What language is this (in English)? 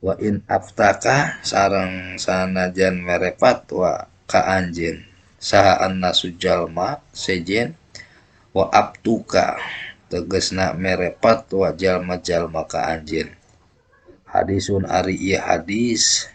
Sundanese